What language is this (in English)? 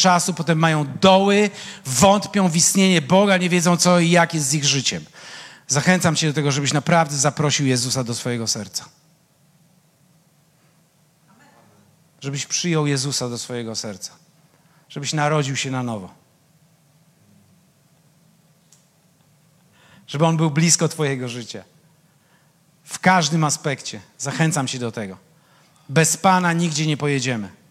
Polish